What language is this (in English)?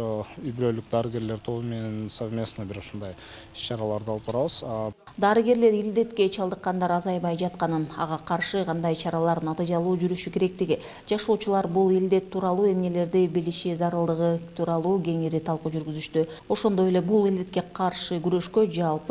Kyrgyz